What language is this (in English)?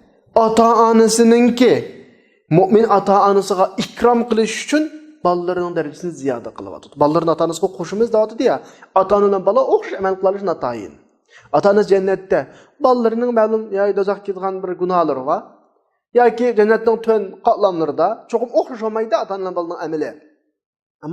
Uyghur